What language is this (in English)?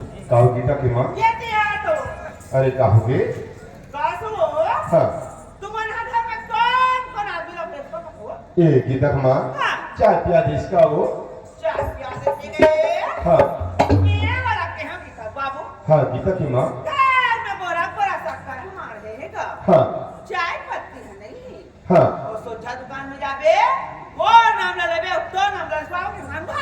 Chhattisgarhi